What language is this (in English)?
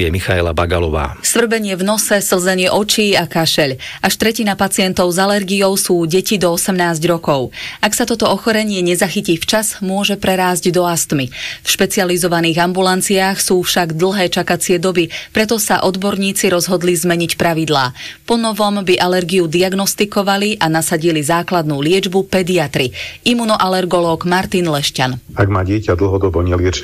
Slovak